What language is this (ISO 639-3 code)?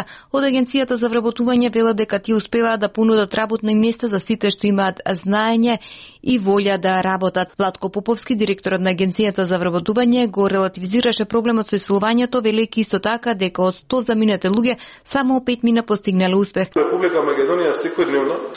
mkd